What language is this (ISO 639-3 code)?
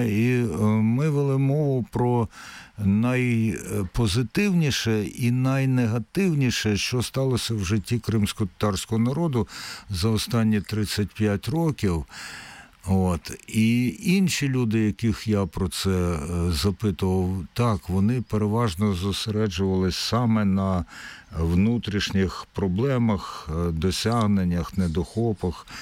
ukr